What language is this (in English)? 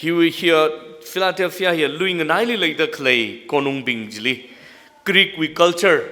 Tangkhul Naga (India)